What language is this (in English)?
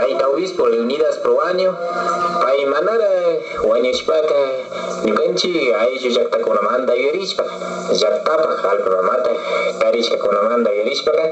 Imbabura Highland Quichua